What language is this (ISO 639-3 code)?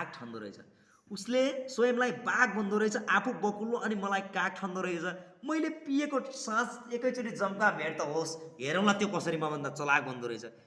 nep